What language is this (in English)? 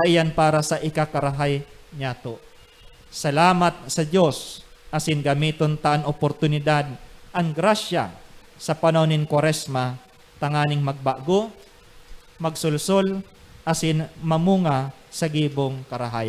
Bikol